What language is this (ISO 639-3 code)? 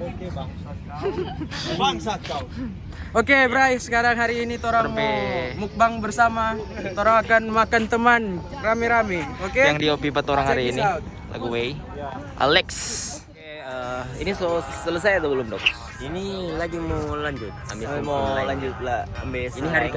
xmm